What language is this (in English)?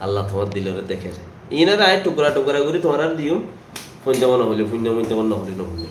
Rohingya